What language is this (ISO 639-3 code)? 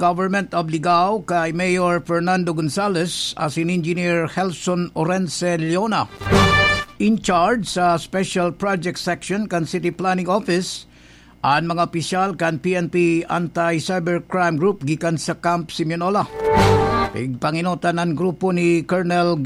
bik